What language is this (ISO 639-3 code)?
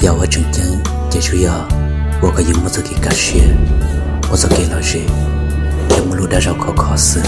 hmn